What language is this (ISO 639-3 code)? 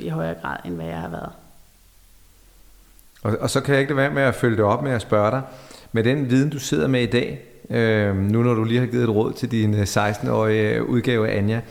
dan